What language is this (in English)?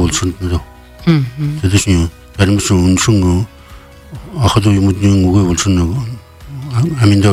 Buriat